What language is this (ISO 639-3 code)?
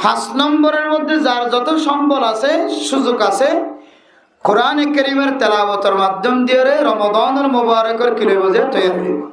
rhg